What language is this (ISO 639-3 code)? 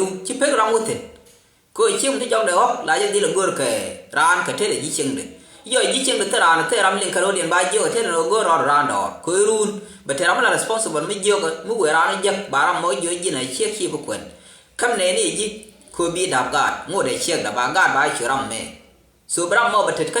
nus